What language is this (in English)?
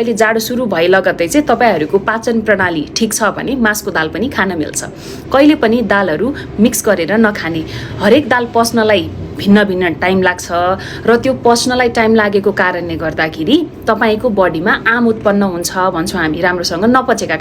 Nepali